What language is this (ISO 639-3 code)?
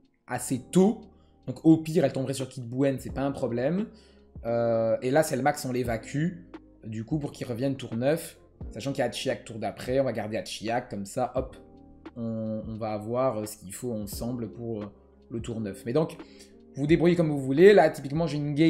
fra